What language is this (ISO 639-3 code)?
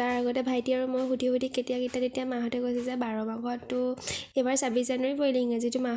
asm